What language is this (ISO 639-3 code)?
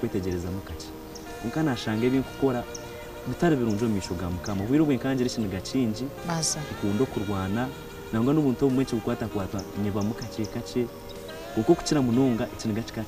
nyn